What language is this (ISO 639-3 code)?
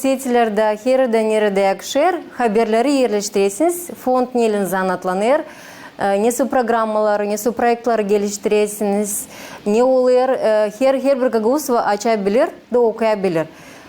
gag